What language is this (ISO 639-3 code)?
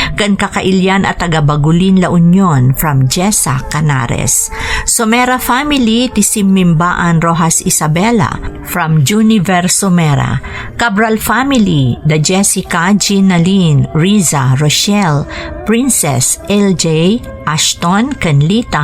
ilo